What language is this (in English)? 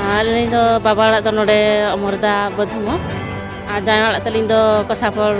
Santali